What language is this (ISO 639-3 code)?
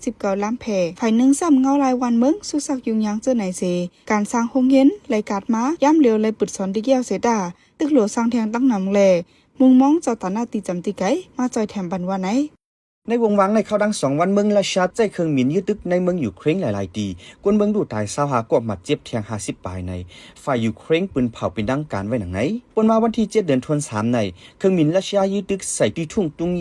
shn